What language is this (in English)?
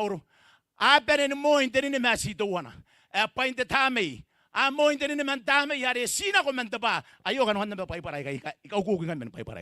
Gilbertese